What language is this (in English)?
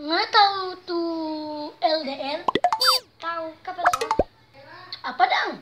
Manado Malay